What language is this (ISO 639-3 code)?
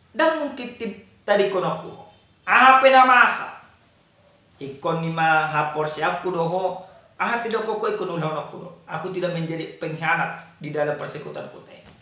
bbc